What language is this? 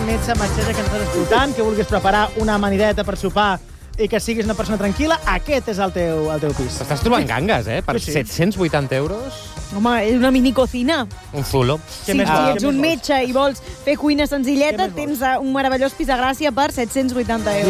Catalan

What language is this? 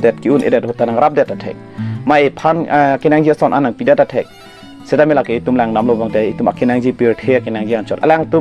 Karbi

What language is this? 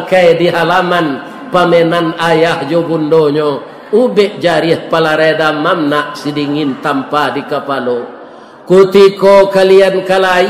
Minangkabau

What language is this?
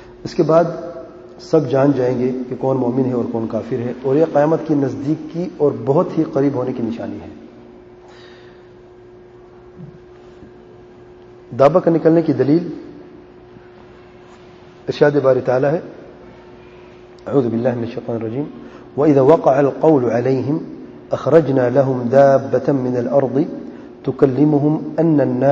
Urdu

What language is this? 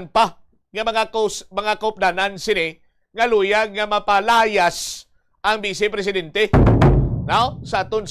Hiligaynon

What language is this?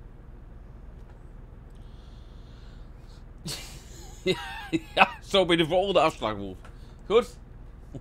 Dutch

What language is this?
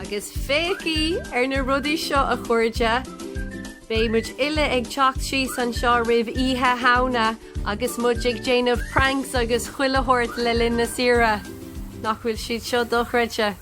Irish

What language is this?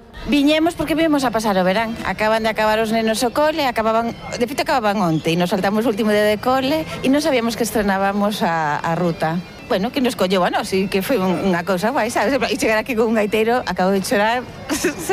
Galician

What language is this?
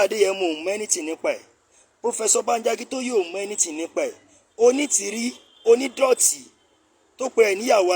Yoruba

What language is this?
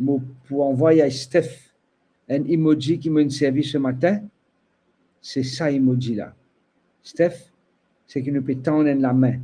Morisyen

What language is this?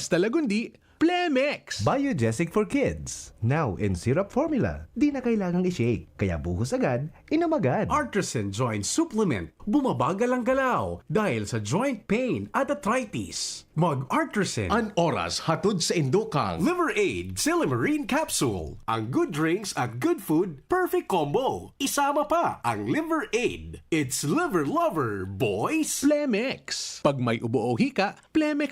Bikol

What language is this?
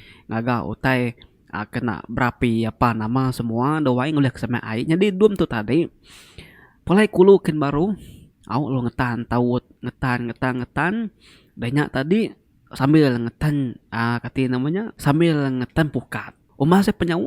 Iban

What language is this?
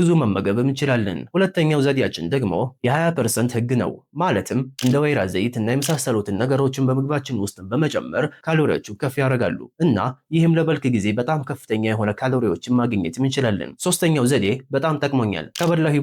Amharic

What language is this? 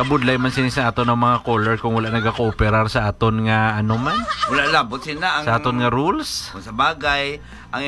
Hiligaynon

